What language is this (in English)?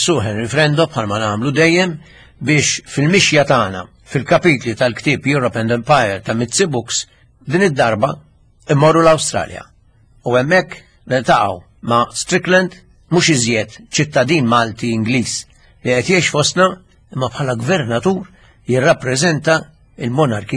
Maltese